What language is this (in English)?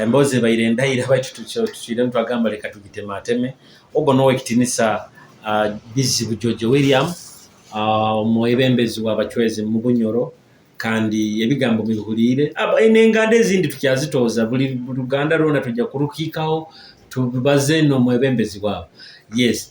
Nyoro